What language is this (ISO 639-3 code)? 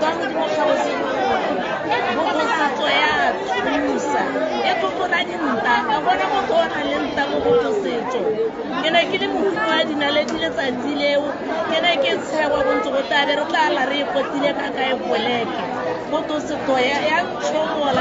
tsn